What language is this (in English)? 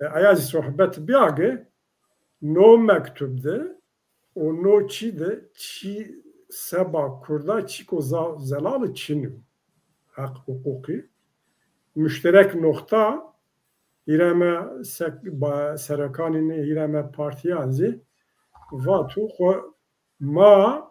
Zaza